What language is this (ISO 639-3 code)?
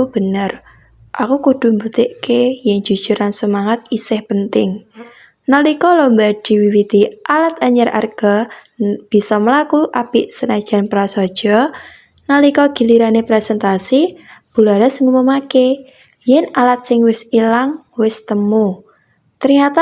jav